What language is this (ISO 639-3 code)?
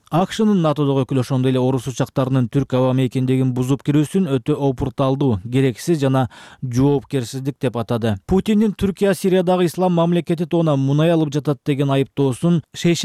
kir